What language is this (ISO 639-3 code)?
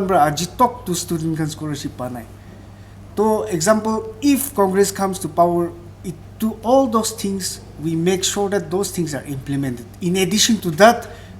nag